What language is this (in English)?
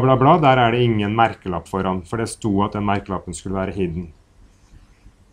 Norwegian